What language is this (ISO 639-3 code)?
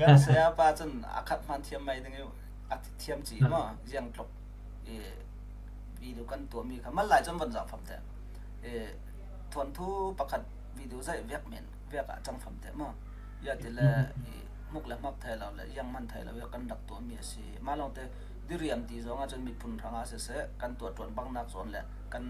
cfm